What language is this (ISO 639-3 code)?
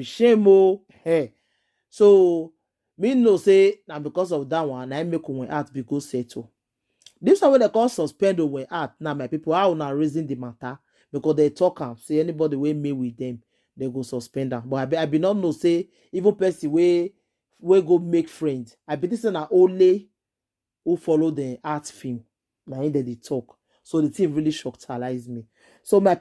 pcm